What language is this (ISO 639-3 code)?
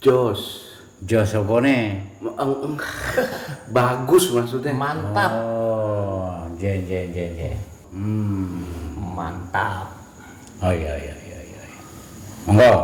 bew